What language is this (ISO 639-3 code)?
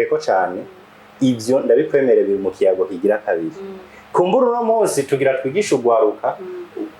run